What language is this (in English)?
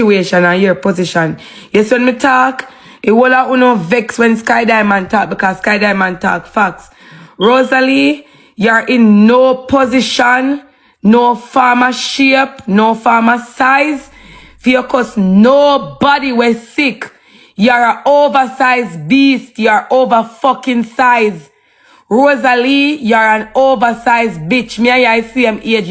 Jamaican Creole English